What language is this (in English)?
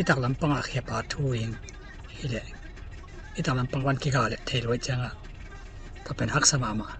Tedim Chin